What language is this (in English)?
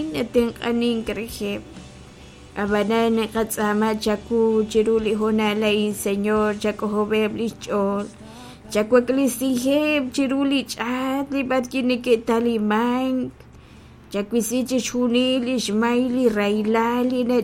Kekchí